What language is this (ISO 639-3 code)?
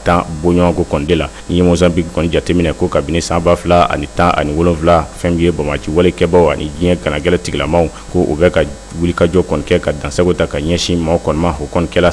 bam